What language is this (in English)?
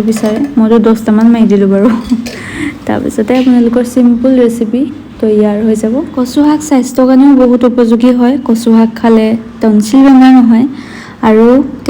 Assamese